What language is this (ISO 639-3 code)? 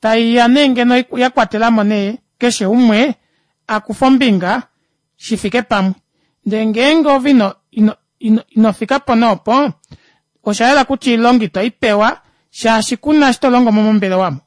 kua